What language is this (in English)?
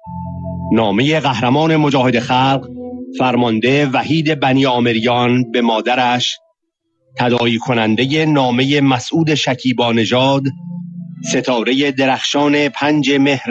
Persian